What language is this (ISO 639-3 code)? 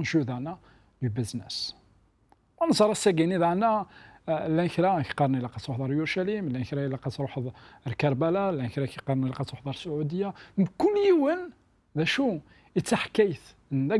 kab